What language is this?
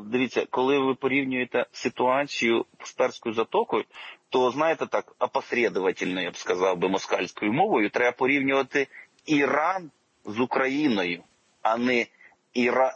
Ukrainian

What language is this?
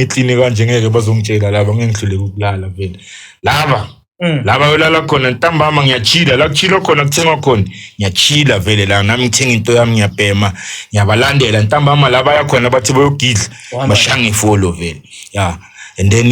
Zulu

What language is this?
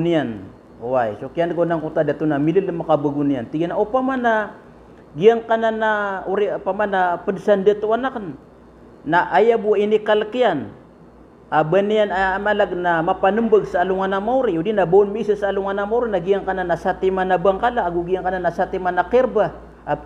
Maranao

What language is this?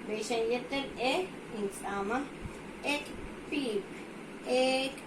Yucateco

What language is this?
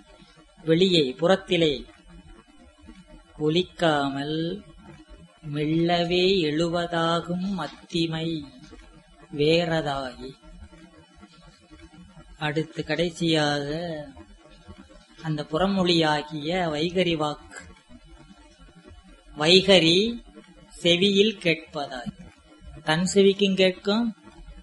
Tamil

